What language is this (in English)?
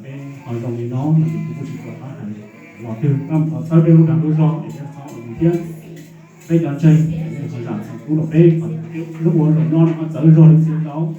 Hmong